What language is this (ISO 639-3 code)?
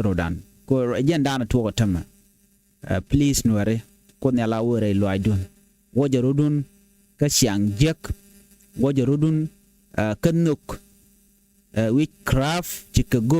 nus